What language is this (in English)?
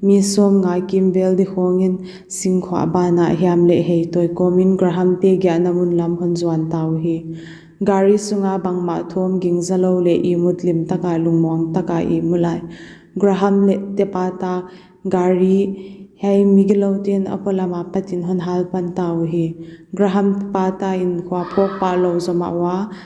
Paite Chin